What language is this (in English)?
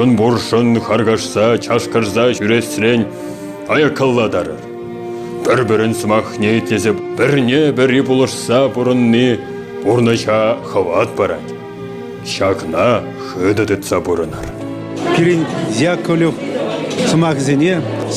Chuvash